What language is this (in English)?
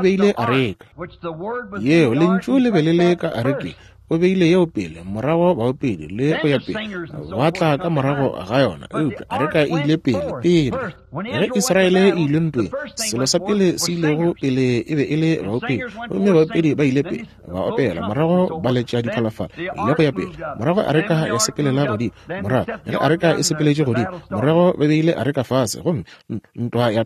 Northern Sotho